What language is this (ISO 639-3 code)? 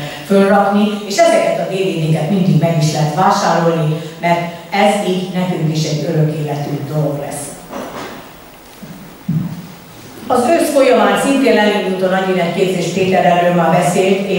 hun